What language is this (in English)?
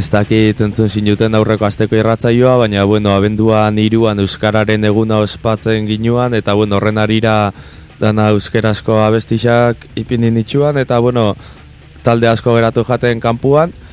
Basque